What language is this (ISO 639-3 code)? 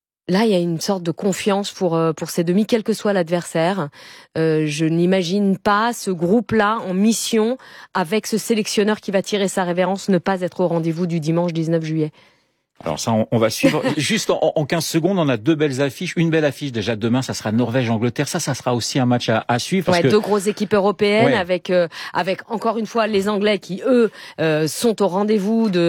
fra